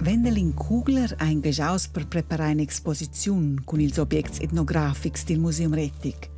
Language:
Romansh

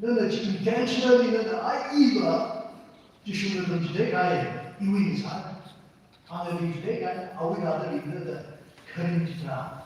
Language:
Tangkhul Naga (India)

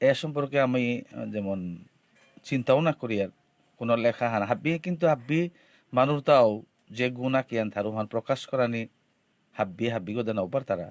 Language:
Bishnupriya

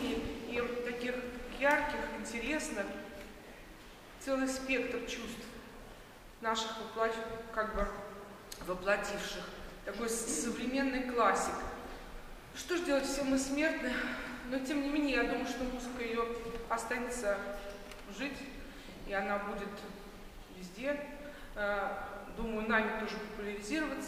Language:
Russian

